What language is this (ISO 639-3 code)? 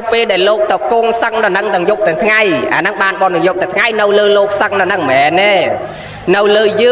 khm